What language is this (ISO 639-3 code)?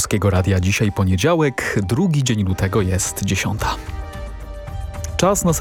pol